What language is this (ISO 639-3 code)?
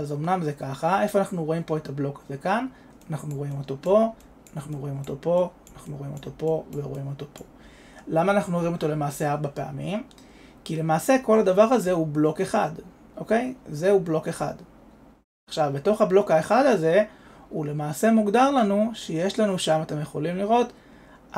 heb